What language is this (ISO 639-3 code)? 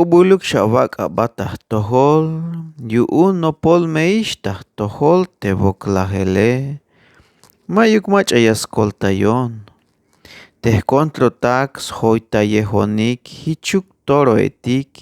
tzh